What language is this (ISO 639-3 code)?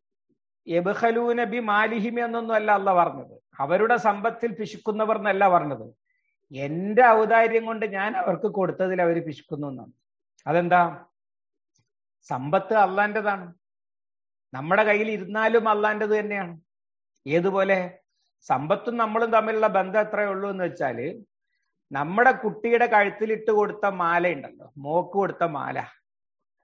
mal